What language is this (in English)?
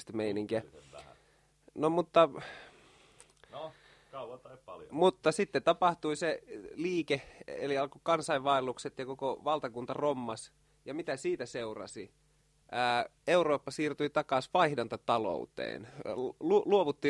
Finnish